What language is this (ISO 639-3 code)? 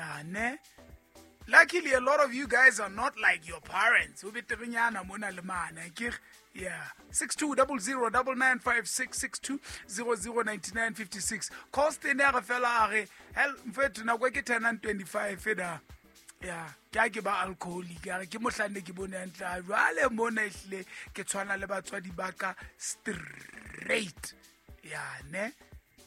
sot